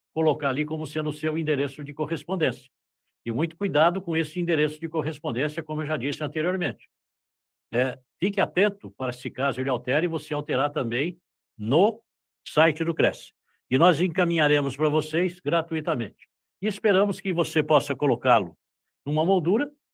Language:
Portuguese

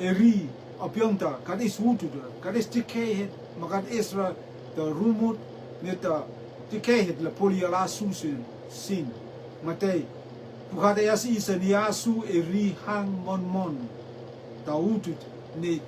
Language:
Rotuman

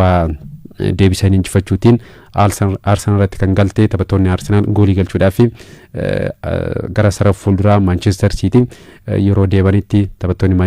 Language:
Oromo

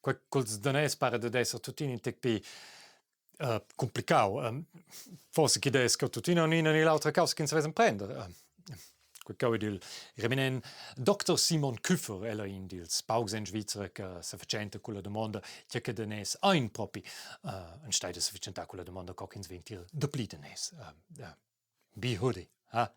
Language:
Romansh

